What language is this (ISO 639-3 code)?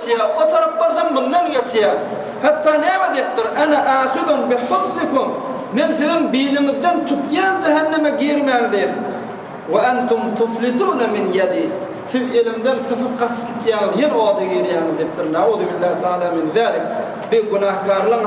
tuk